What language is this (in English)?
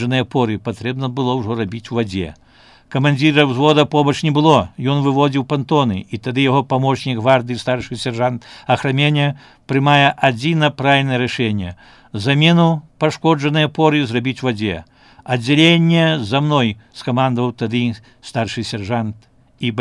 Belarusian